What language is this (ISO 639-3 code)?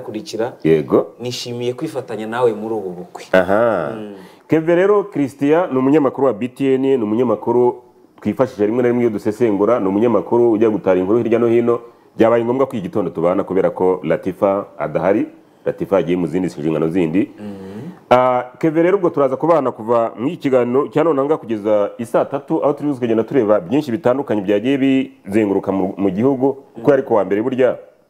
kin